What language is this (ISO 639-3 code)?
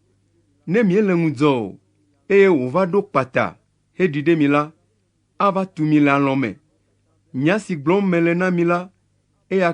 ewe